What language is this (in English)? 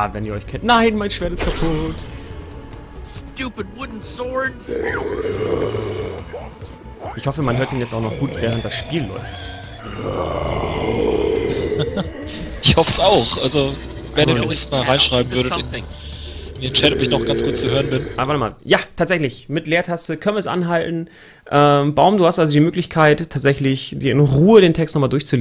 German